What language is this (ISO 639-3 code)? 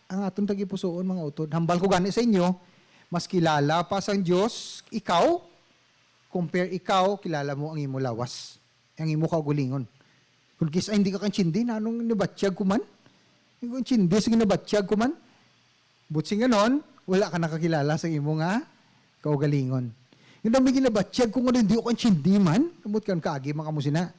hil